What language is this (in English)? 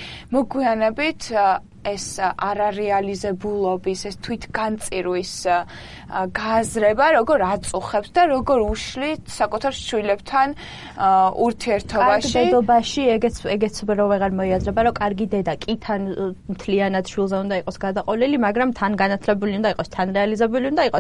Georgian